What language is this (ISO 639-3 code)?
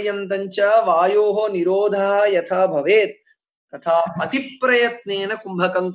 san